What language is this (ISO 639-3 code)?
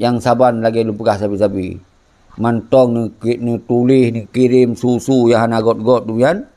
ace